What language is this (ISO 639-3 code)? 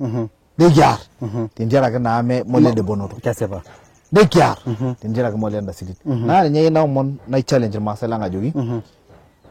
mas